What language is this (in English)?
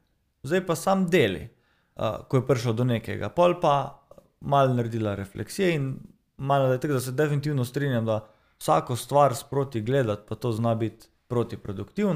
Slovenian